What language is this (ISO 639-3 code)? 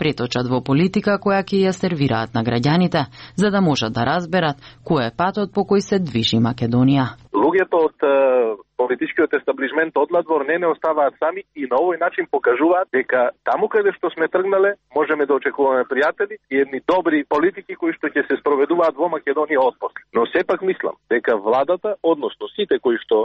mkd